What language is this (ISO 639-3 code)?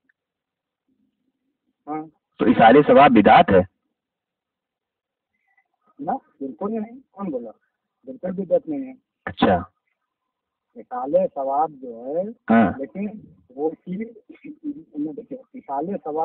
urd